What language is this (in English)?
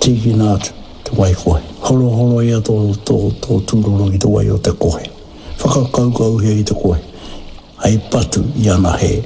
Māori